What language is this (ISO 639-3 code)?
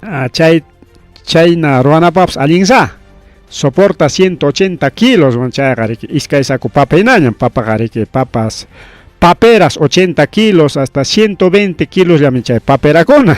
quy